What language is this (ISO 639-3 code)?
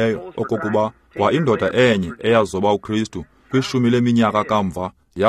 xho